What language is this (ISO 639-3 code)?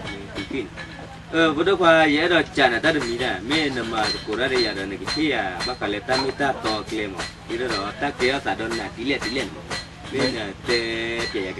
ksw